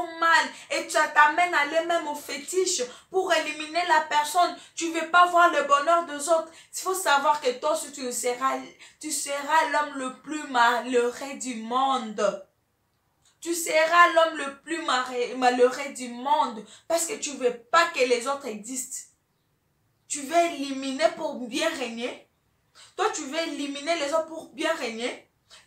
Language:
French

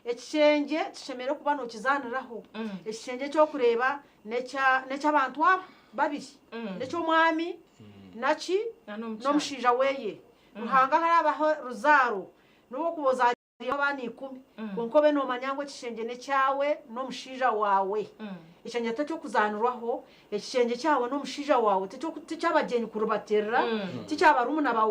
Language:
Nyankole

